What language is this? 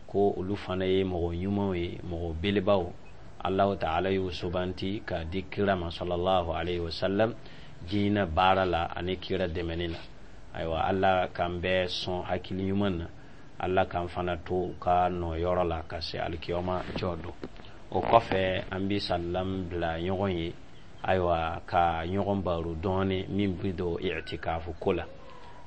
Dyula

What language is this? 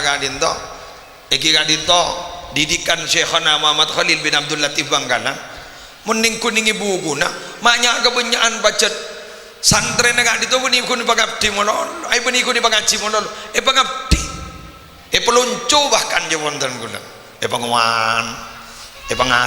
Madurese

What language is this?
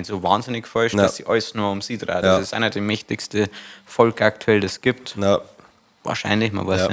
Bavarian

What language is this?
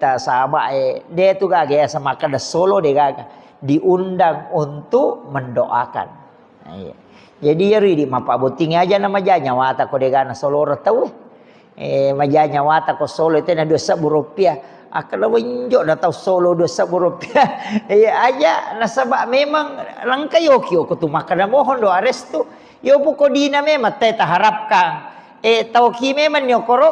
Buginese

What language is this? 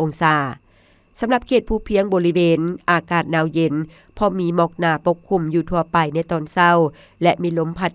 Lao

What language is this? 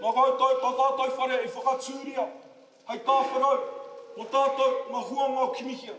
Māori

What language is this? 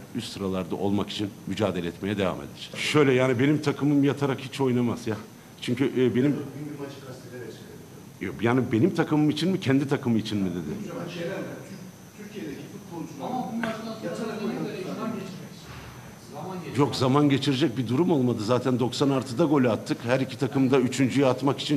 Turkish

